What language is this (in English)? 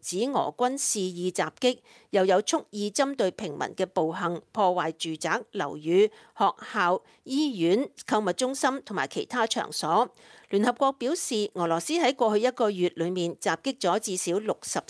Cantonese